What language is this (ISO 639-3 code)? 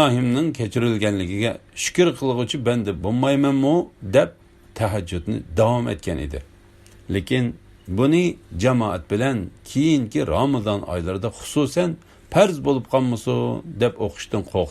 uig